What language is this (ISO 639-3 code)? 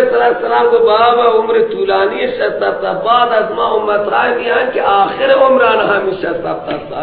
fas